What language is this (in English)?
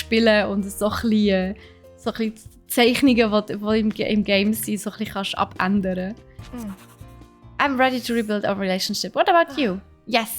Swiss German